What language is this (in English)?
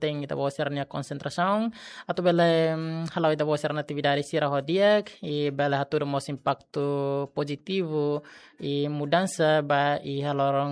Tetum